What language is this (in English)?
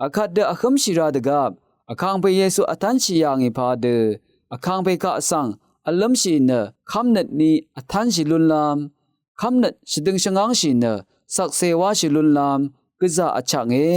Rawang